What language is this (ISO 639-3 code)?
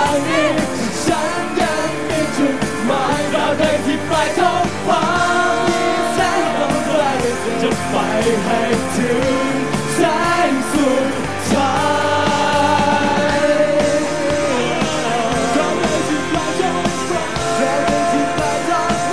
tha